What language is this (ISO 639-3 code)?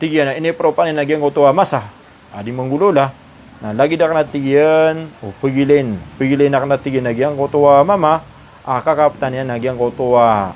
mrw